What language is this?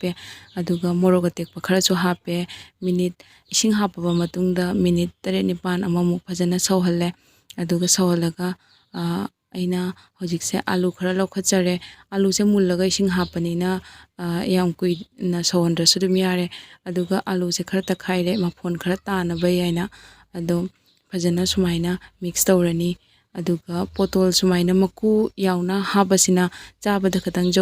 Manipuri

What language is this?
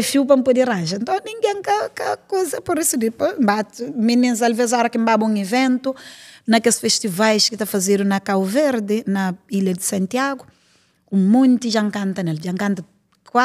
Kabuverdianu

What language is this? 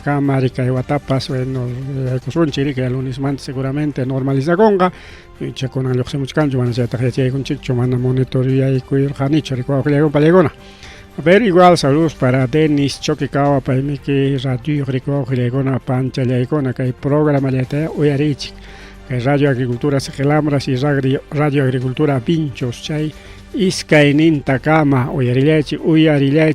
Ayacucho Quechua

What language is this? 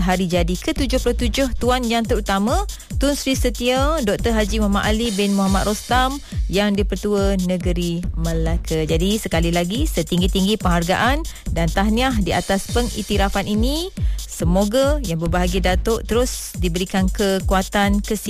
Malay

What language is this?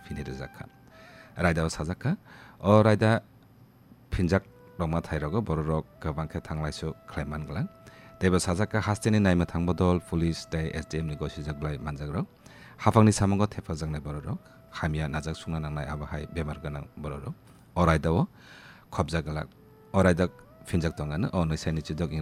Kok Borok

